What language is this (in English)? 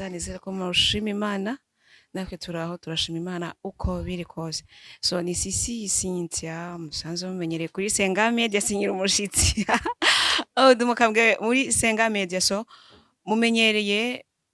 Rundi